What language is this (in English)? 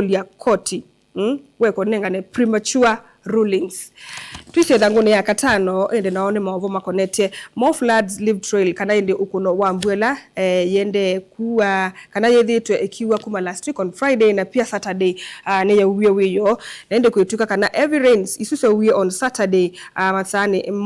Kamba